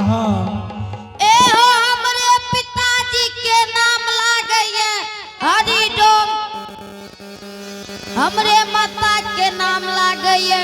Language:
Angika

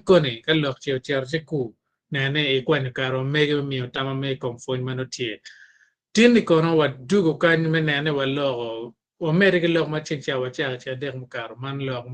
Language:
Acoli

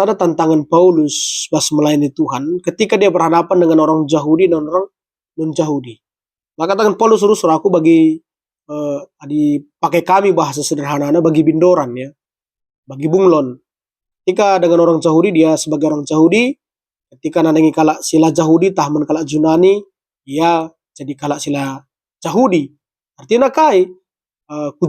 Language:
Batak Karo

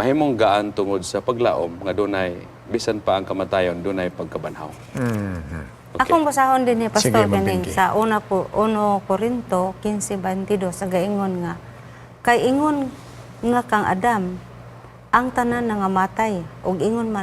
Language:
Cebuano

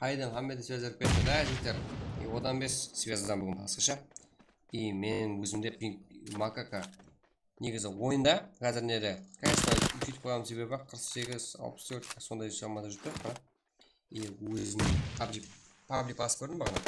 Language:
Kara-Kalpak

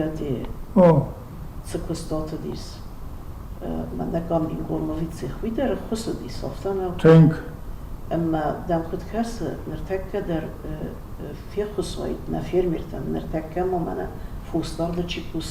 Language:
Ossetic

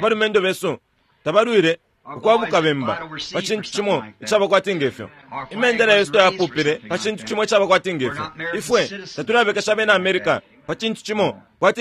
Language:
Bemba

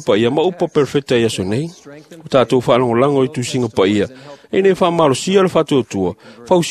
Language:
Samoan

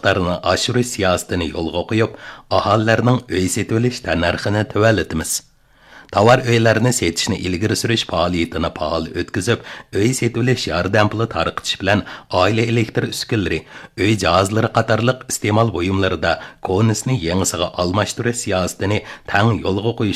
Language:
Uyghur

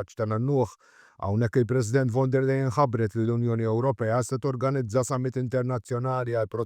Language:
Maltese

